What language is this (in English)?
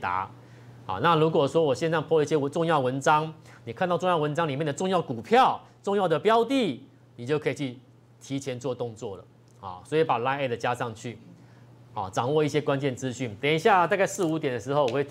Chinese